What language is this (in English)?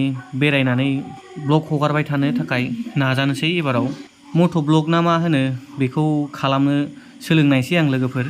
Bodo